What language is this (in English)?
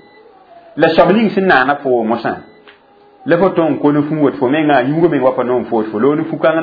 Mossi